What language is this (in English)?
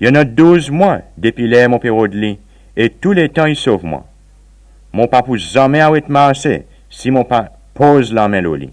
Seselwa Creole French